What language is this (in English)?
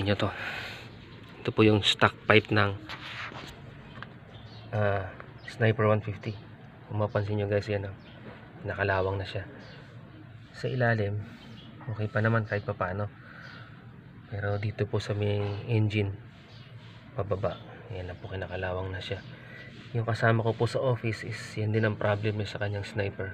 Filipino